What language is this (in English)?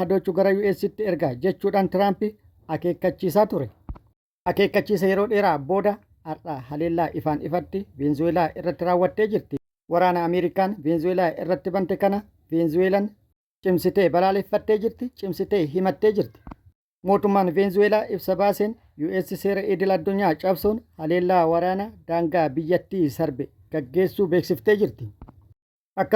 Oromo